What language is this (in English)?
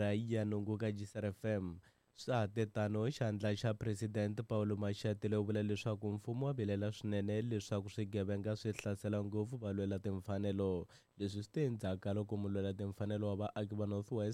Tsonga